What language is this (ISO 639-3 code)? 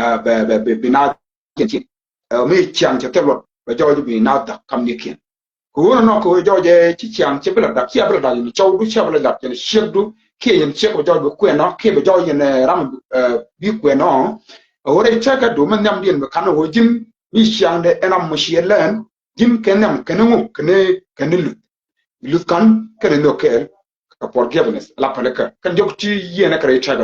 nus